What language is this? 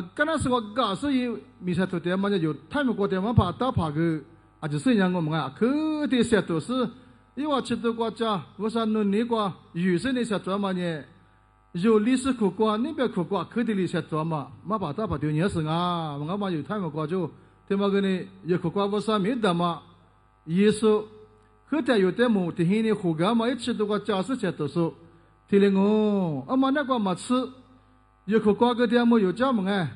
Lisu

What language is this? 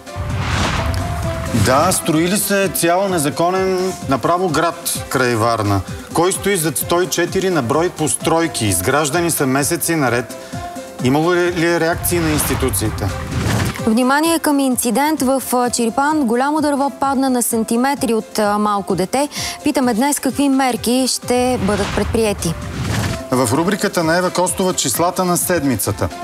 Bulgarian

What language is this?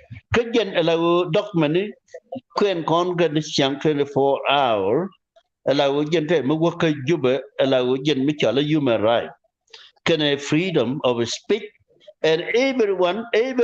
Nuer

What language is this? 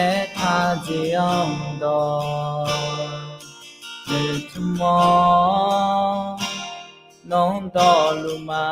Akha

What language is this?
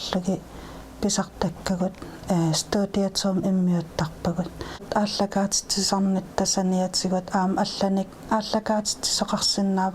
Kalaallisut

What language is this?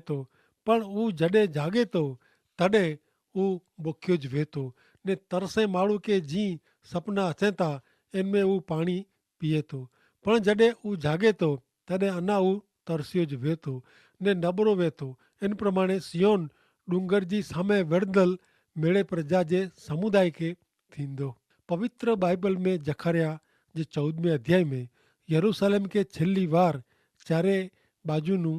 Kachhi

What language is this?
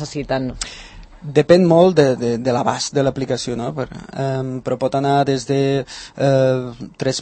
Catalan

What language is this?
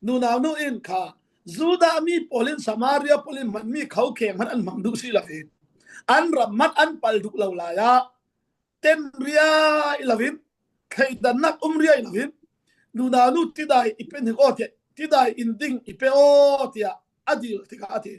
Falam Chin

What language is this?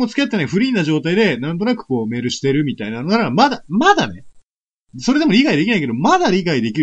Japanese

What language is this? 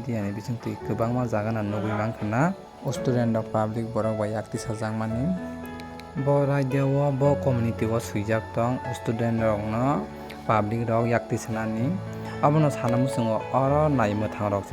Kok Borok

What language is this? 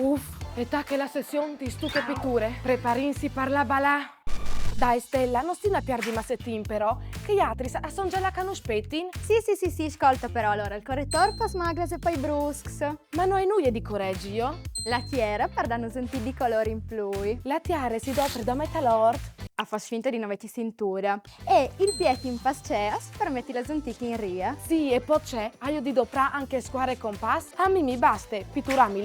Friulian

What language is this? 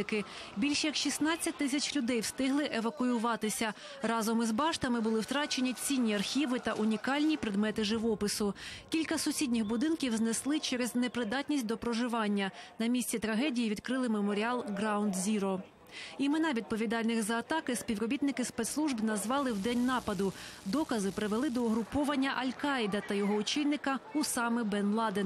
Ukrainian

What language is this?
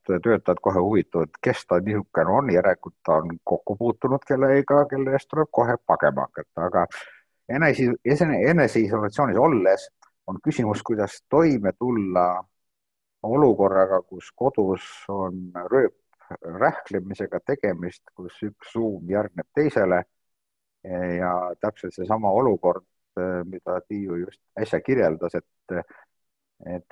Estonian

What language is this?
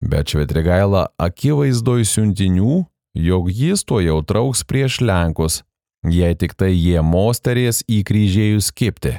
Lithuanian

